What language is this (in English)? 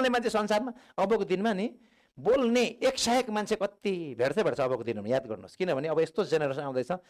Nepali